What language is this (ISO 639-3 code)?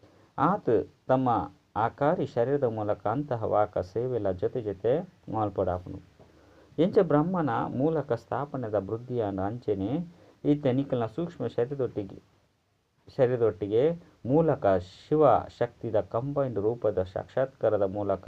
tcy